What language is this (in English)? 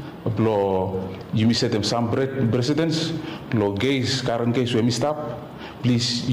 Bislama